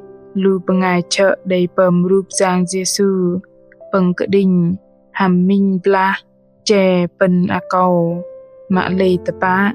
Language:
Bahnar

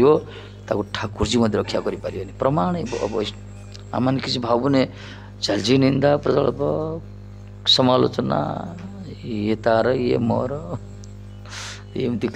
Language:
Odia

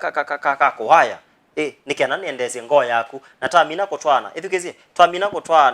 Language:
Kamba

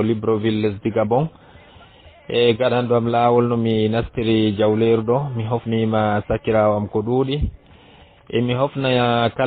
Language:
Fula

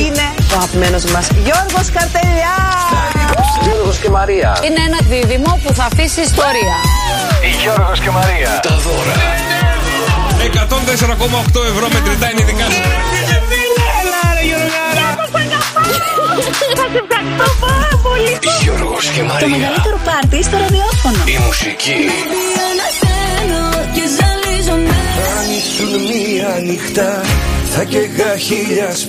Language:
Greek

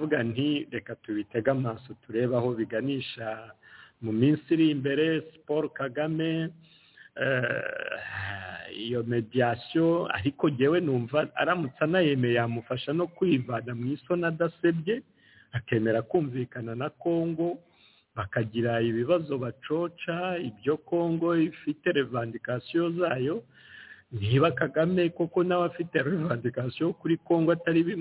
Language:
Kinyarwanda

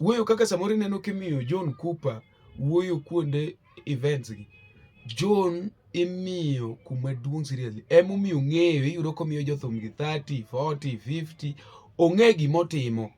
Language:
Luo (Kenya and Tanzania)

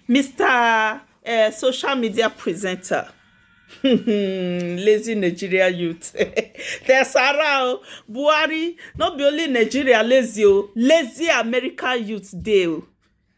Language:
Nigerian Pidgin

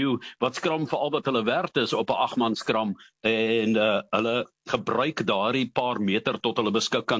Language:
Afrikaans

